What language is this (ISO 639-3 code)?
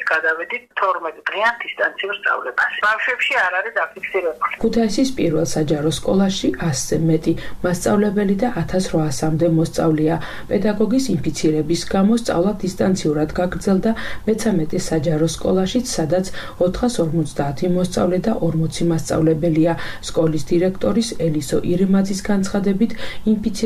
kat